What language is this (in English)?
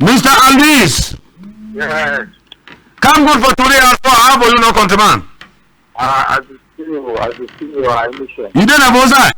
Cameroon Pidgin